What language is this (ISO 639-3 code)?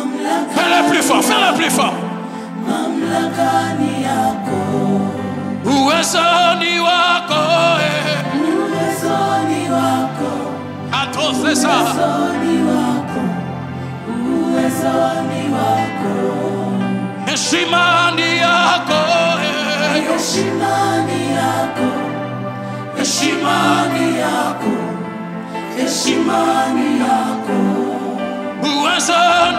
swa